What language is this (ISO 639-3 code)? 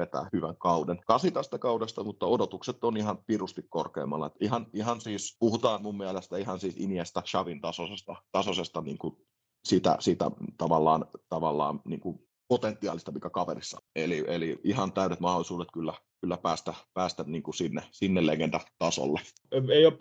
fin